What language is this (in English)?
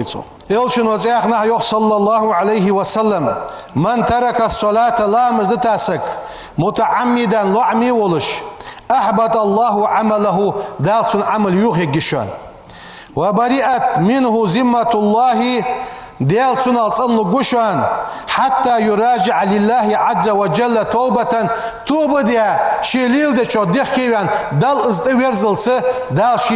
Ingush